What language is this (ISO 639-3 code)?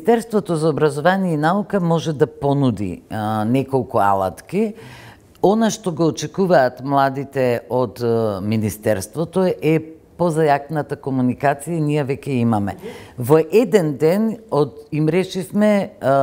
mkd